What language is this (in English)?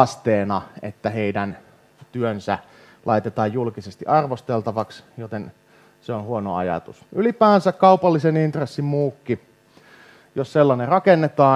Finnish